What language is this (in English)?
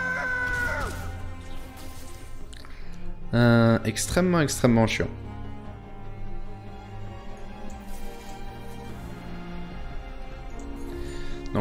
French